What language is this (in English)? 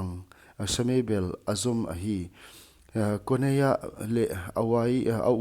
Paite Chin